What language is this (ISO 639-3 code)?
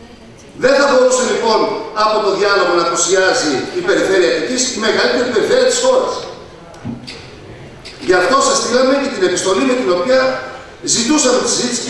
ell